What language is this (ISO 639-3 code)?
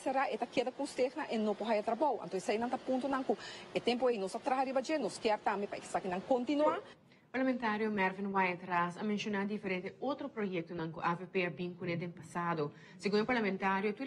pap